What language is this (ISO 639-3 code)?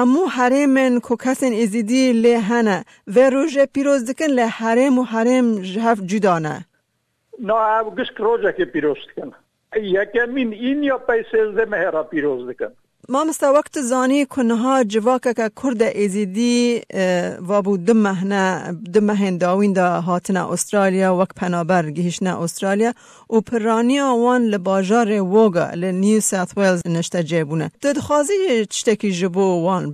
kur